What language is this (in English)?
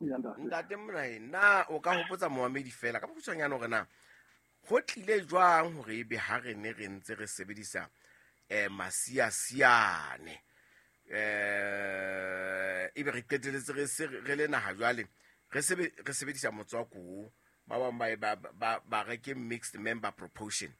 Southern Sotho